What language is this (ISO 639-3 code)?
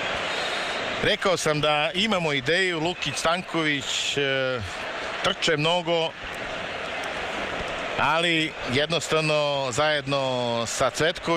srp